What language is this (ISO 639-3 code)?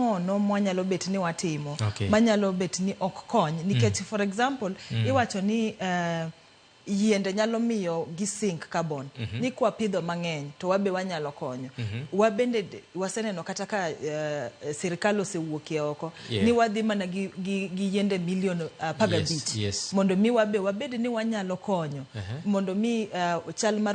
luo